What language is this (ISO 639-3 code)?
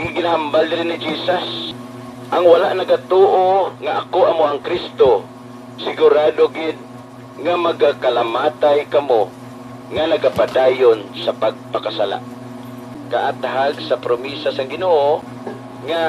hil